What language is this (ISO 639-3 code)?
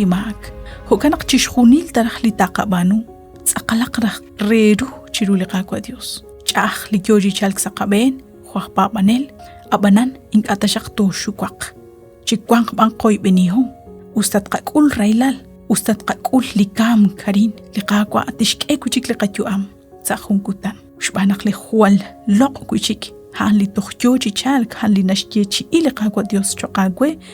kek